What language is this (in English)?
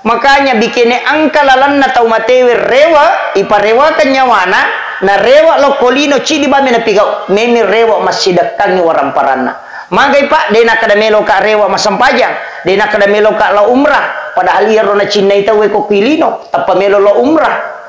Buginese